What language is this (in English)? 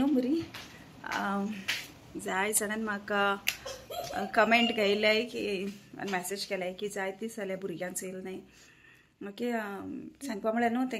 Konkani